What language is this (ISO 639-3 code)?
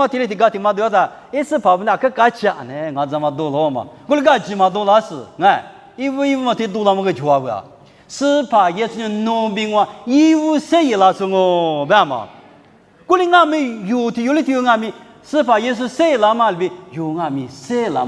lis